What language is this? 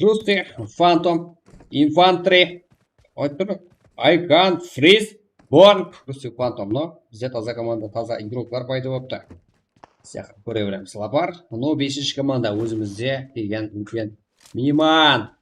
Kara-Kalpak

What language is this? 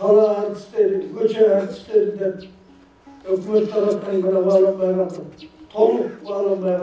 Kyrgyz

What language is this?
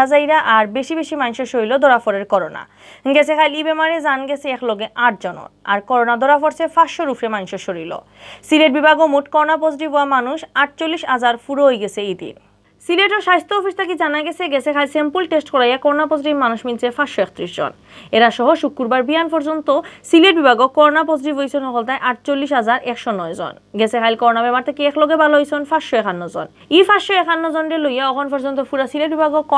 Sylheti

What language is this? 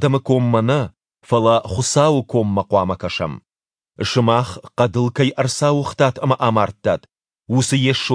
Ossetic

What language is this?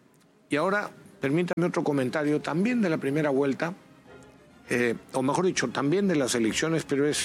Spanish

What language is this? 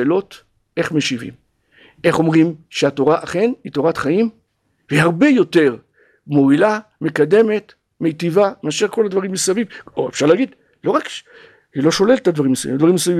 Hebrew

